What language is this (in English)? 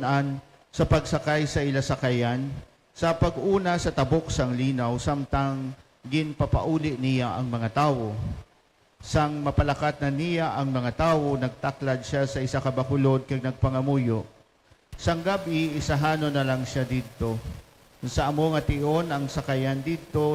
Hiligaynon